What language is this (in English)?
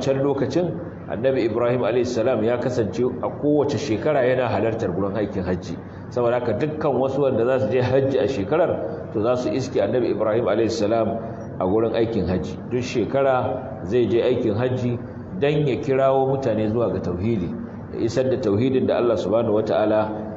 Hausa